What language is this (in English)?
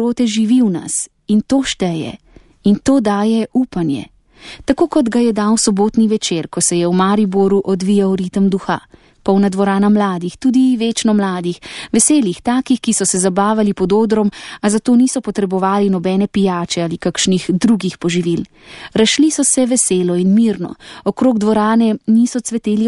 Slovenian